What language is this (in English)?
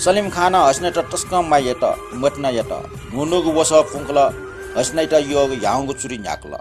Newari